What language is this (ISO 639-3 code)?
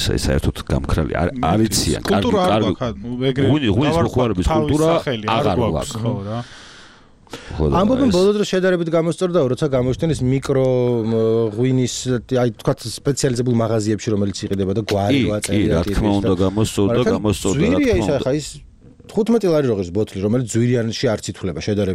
kat